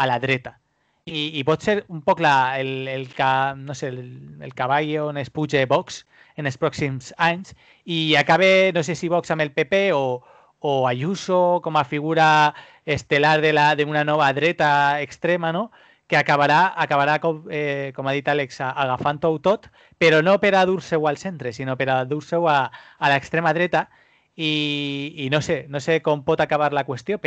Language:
Catalan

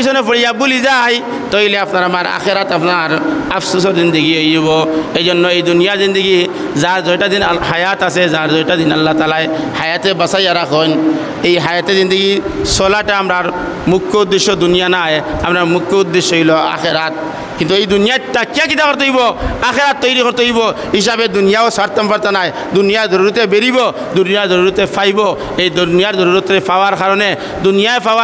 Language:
Sylheti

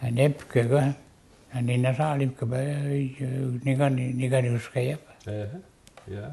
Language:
Mi'kmaw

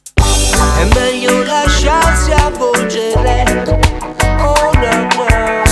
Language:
Italian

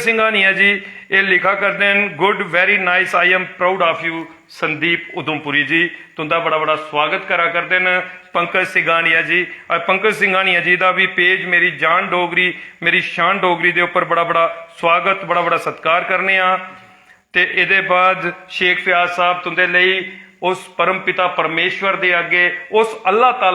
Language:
Dogri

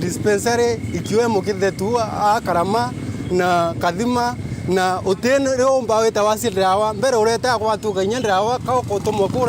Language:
Meru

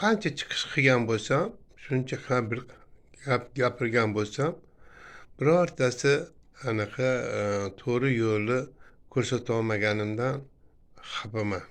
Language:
Uzbek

